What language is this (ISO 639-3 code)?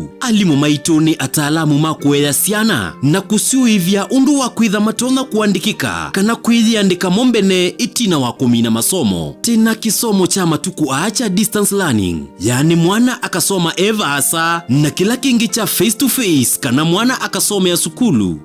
kam